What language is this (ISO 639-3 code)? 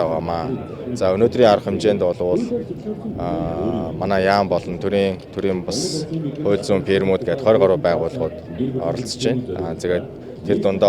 mon